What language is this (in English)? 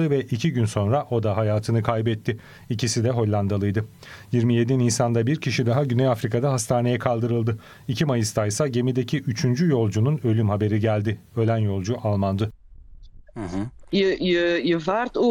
Turkish